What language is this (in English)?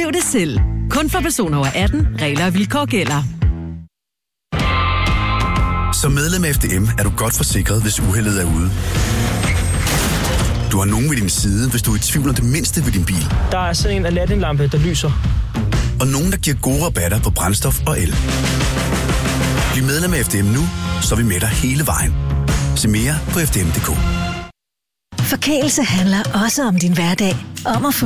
Danish